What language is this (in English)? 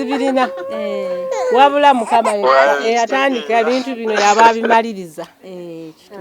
Ganda